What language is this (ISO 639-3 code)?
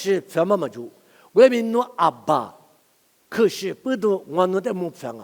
lis